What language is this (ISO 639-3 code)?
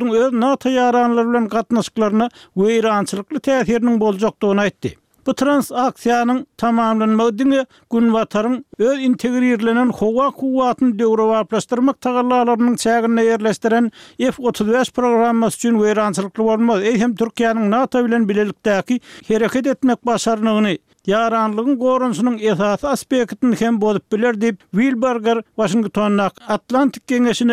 tuk